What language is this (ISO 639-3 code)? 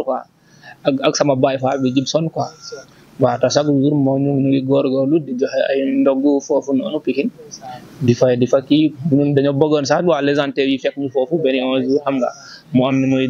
wol